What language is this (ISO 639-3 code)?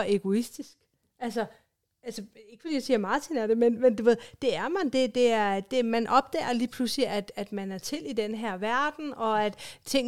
dan